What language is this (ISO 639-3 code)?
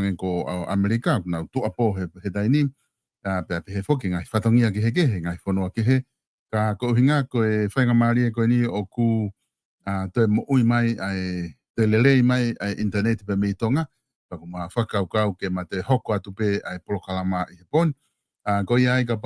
ton